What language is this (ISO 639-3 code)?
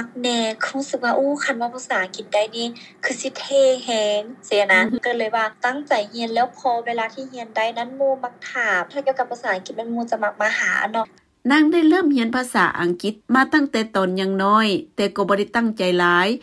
lao